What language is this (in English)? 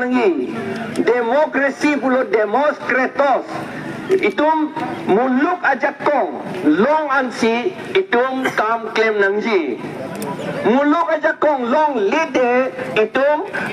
Karbi